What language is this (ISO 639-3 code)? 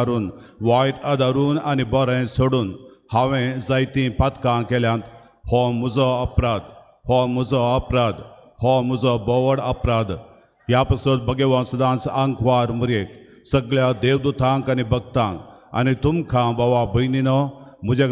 kok